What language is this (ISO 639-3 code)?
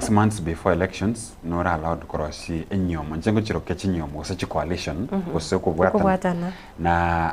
guz